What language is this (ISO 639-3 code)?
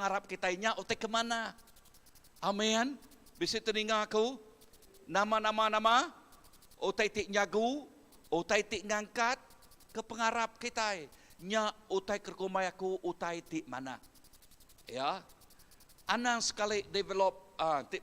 iba